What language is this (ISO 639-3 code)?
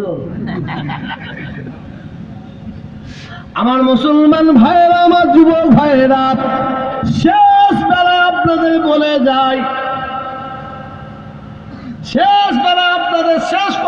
ben